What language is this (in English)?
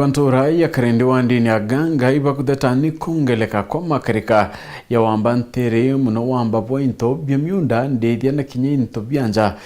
Meru